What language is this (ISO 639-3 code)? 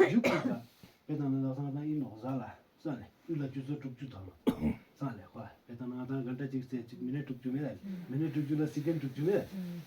bod